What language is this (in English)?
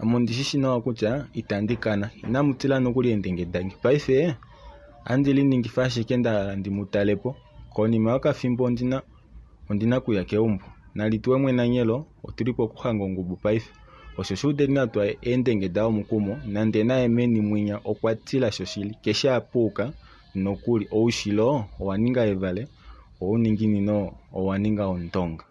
Kuanyama